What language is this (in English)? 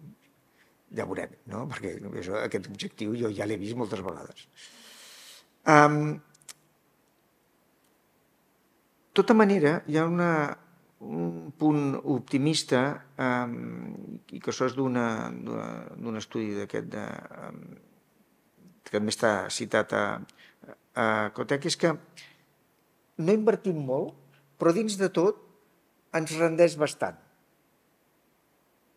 Catalan